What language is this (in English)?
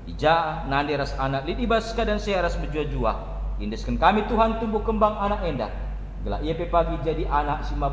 Batak Karo